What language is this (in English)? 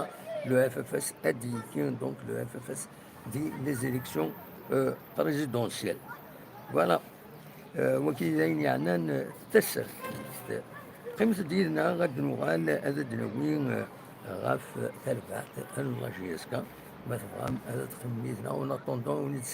Kabyle